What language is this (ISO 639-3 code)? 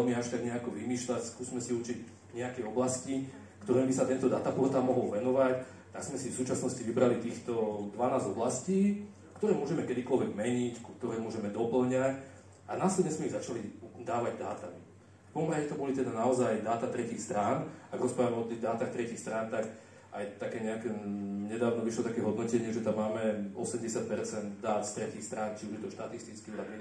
slk